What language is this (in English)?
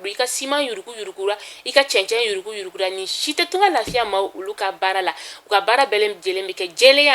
Bambara